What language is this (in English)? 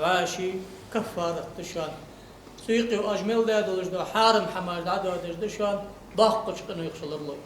Ingush